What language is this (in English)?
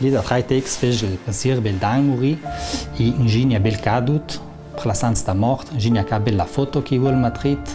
Ladin